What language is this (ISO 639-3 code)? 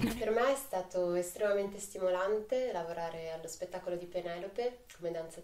ita